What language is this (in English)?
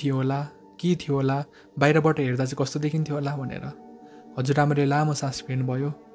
Nepali